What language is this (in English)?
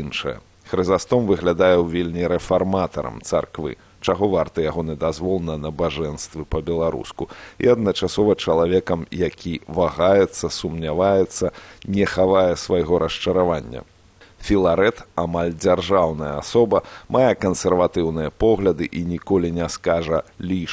Belarusian